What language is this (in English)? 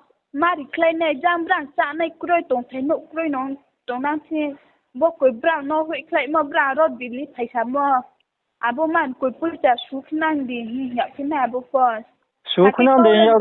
Riang (India)